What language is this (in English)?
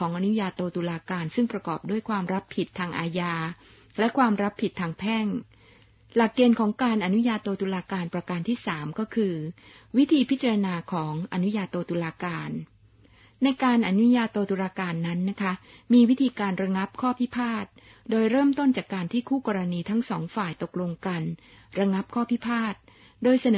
Thai